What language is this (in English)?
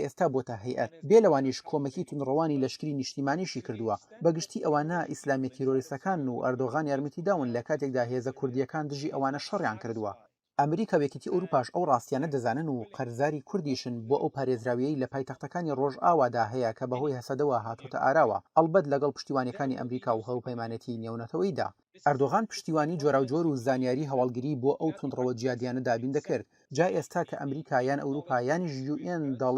Central Kurdish